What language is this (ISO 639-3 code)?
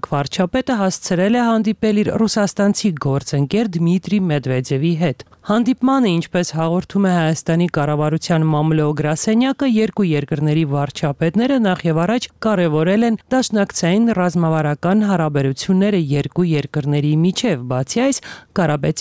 hye